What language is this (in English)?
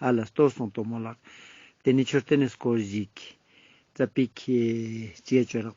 Ladakhi